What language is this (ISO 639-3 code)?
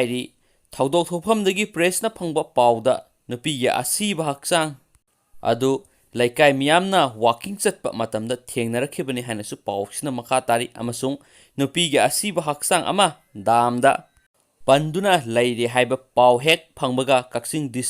mni